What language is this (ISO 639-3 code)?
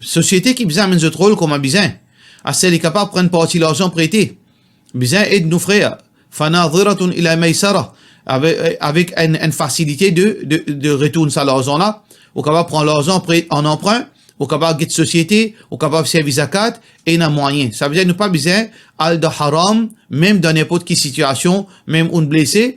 mfe